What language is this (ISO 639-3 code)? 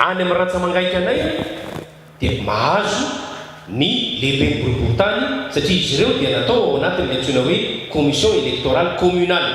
mlg